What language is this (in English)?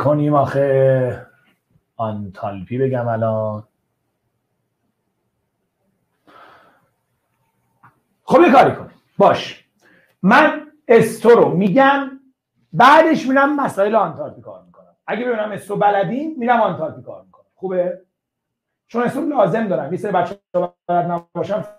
Persian